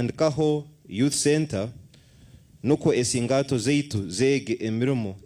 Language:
Nyankole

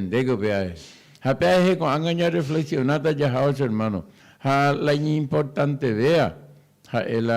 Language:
Guarani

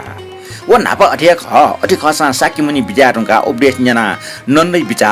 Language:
Newari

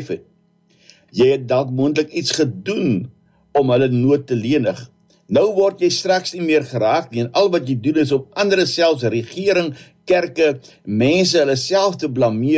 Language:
Afrikaans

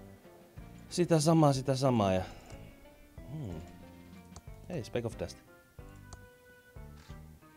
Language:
Finnish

